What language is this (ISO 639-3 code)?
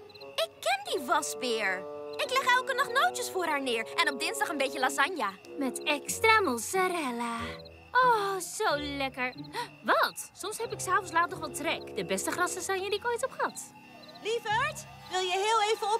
nld